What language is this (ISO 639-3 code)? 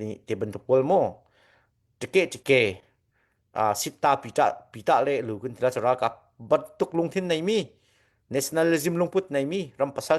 cnh